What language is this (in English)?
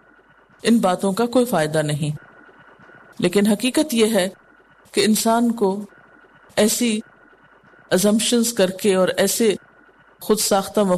Urdu